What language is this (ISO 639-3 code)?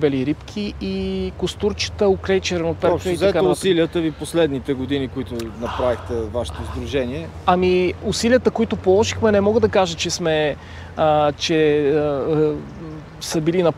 bul